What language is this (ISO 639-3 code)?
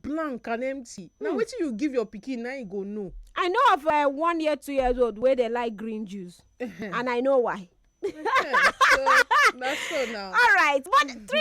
pcm